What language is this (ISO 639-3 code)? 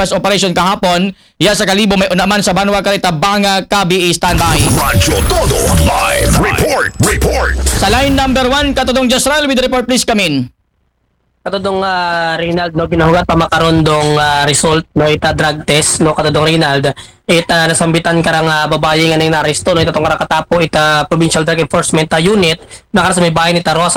akl